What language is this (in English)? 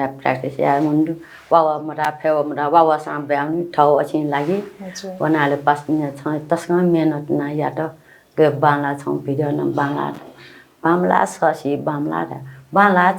Newari